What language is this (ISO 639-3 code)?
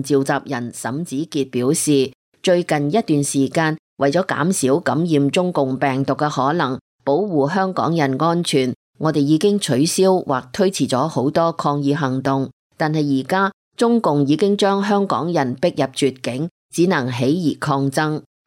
yue